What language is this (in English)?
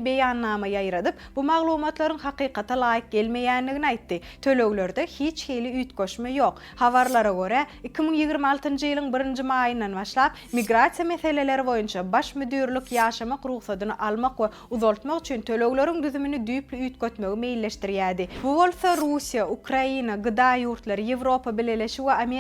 Turkmen